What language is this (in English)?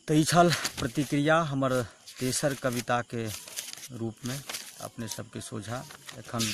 Maithili